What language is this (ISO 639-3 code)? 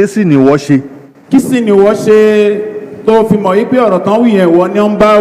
yor